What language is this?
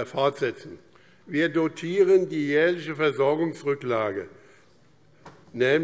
German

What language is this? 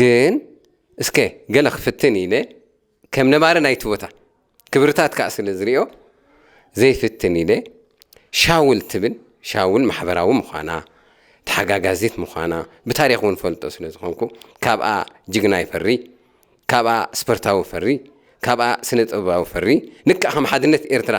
Tigrinya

